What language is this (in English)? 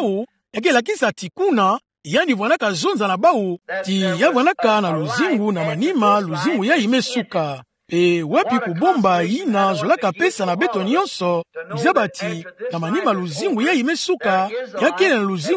Kituba (Democratic Republic of Congo)